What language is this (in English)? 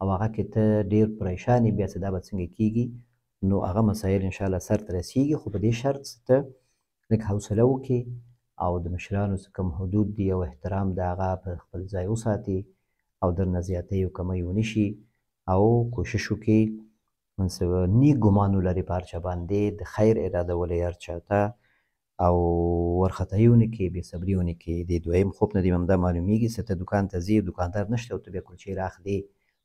Pashto